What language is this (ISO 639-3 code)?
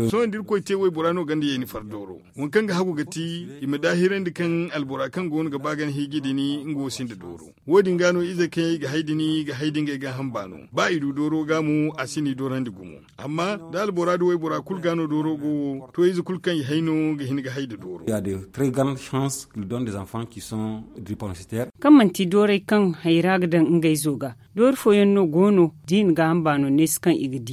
dje